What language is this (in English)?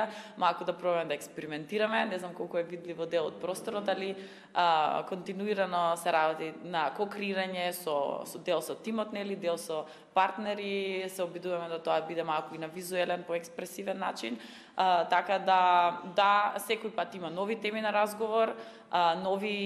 Macedonian